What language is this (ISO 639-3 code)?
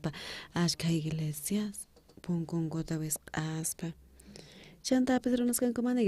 quh